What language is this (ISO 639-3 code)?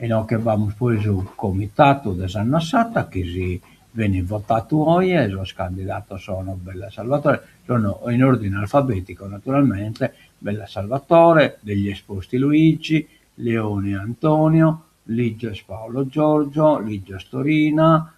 srd